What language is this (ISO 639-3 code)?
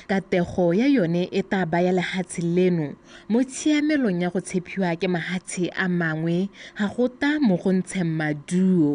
tsn